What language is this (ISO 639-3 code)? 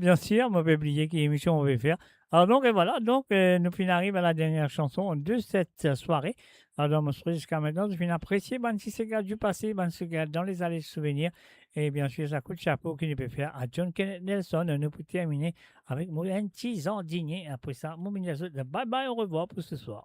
mfe